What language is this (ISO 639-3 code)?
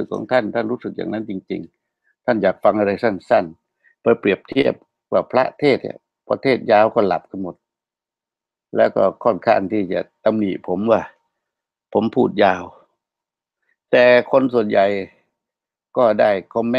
tha